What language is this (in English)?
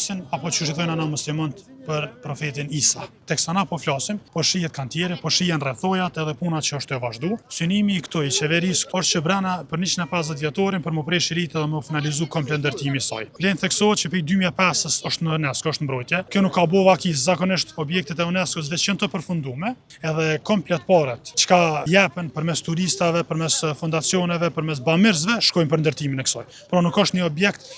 Albanian